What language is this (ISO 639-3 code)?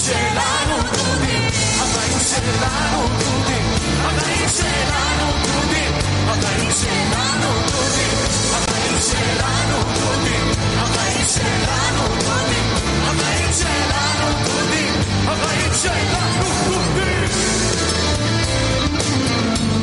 heb